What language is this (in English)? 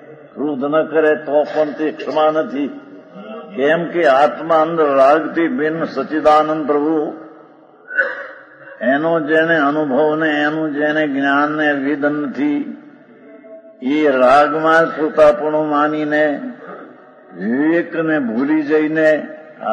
Gujarati